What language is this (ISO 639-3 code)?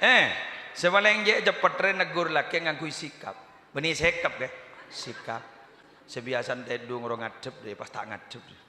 mad